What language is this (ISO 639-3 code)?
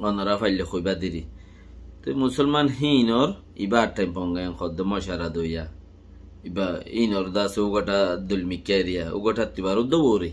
rhg